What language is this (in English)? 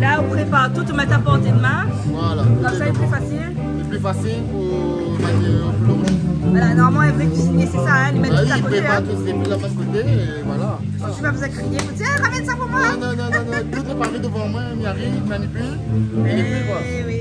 Réunion Creole French